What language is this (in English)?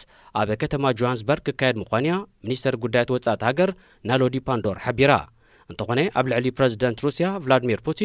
Tigrinya